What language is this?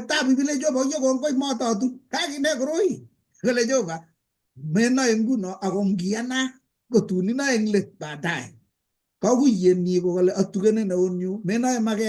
Kalenjin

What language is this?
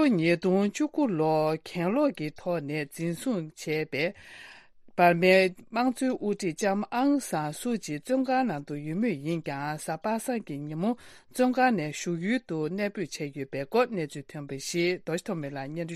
Tibetan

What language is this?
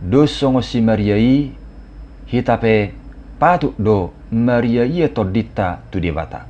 Batak Toba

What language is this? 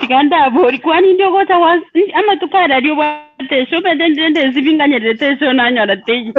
Gusii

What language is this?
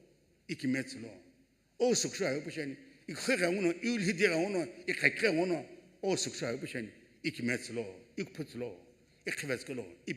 Sumi Naga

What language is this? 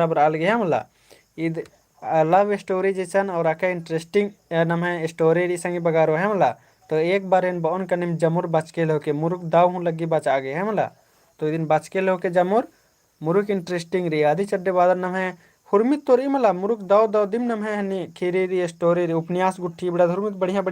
Kurukh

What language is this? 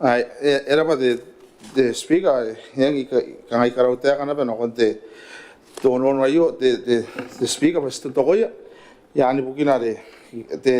Gilbertese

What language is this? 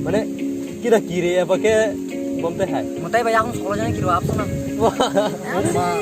Kok Borok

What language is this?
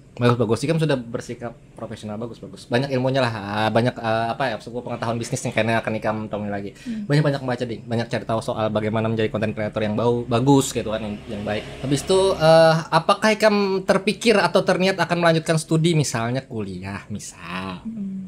Banjar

